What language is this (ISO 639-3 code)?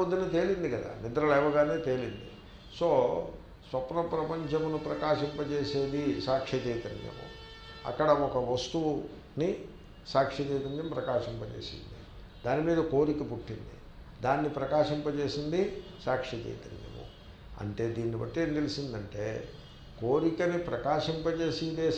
tel